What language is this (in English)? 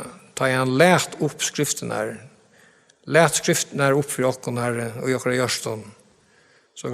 Faroese